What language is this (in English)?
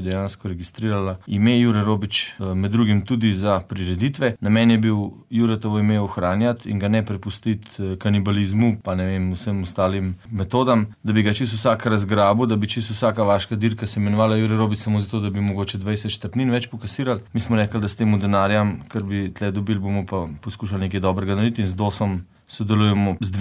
Slovenian